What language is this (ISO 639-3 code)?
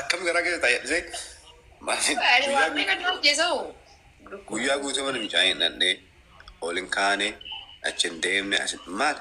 orm